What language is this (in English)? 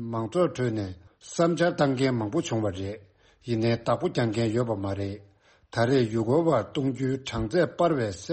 Tibetan